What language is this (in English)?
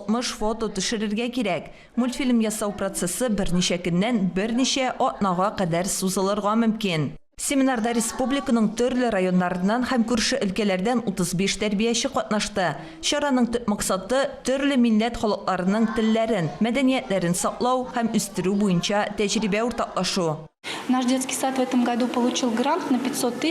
Tatar